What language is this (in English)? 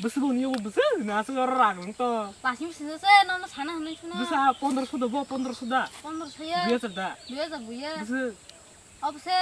Kok Borok